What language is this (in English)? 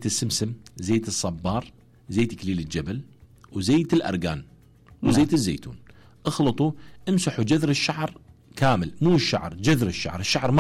Mesopotamian Arabic